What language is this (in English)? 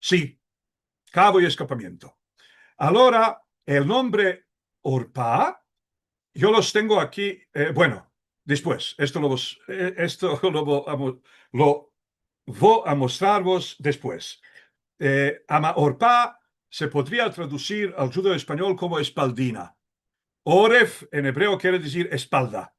Ladino